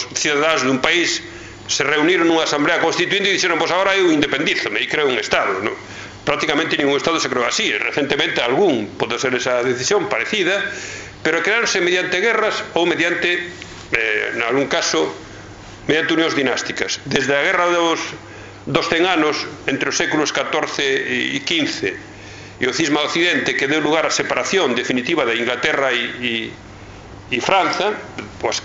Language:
Galician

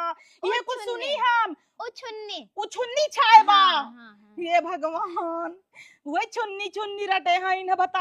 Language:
Awadhi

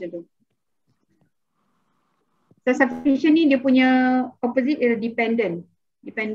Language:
Malay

